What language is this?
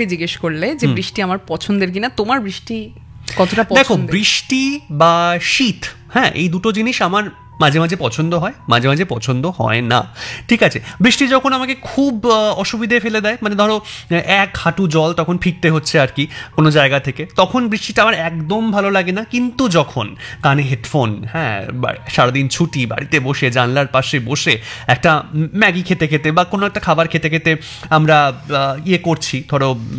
Bangla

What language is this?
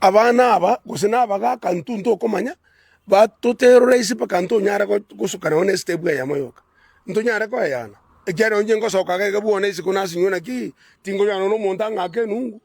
Gusii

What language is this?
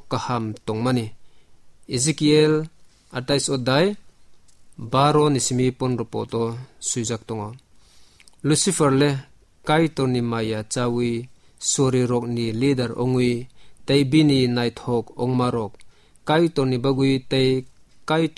Kok Borok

